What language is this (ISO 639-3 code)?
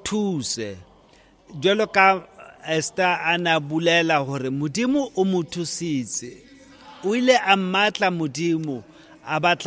sot